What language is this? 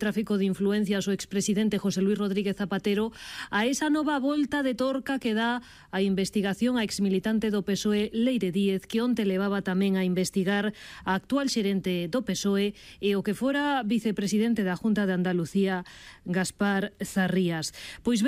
Galician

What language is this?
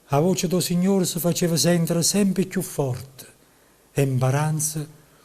Neapolitan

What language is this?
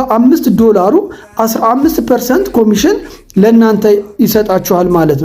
Amharic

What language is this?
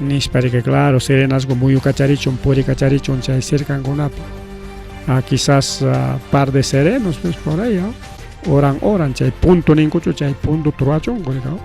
Ayacucho Quechua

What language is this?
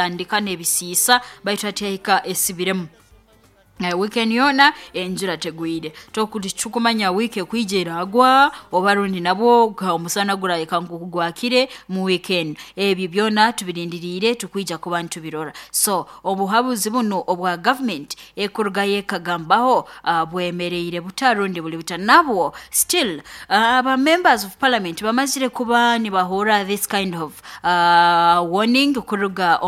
Nyoro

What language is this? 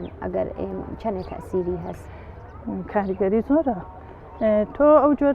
Central Kurdish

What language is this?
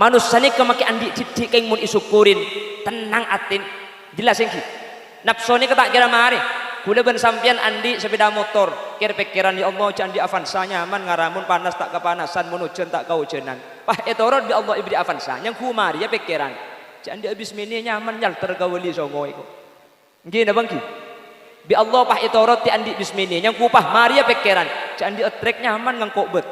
Madurese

